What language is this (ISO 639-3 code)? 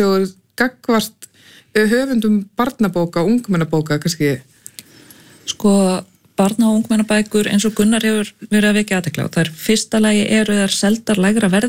isl